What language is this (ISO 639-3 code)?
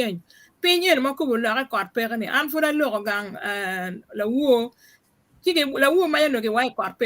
ach